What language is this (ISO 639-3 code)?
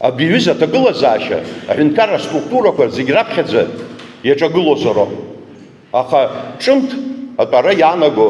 abk